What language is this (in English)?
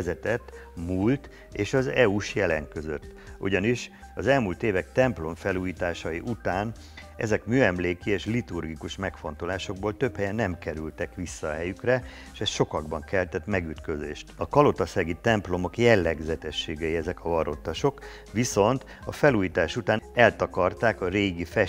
Hungarian